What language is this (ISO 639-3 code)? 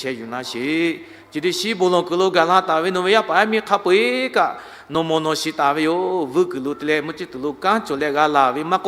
lhu